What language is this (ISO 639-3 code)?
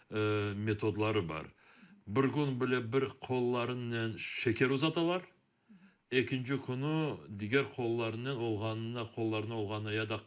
crh